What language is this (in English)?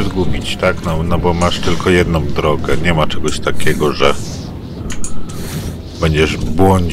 Polish